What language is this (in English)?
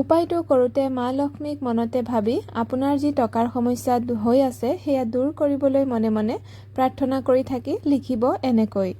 Assamese